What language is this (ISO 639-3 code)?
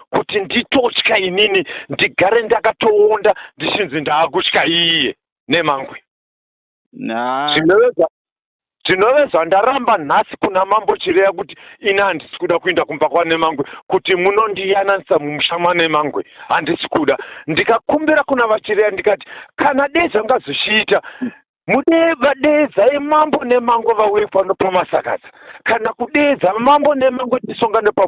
sna